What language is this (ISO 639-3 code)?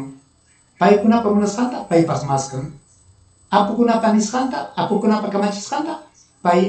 quy